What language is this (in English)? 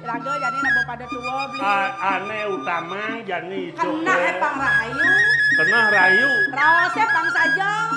Balinese